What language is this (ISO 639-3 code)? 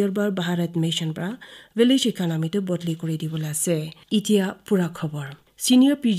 nag